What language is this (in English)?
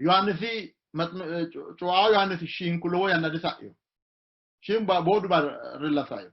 Sidamo